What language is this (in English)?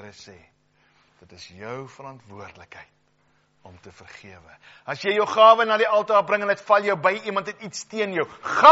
Afrikaans